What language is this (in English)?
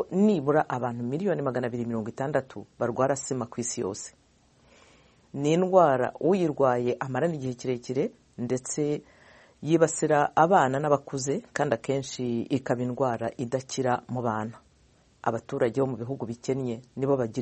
Kinyarwanda